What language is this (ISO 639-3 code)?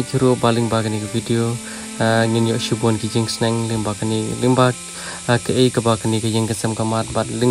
kha